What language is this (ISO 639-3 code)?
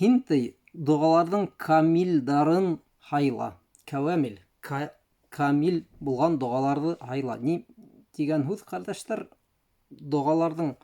bak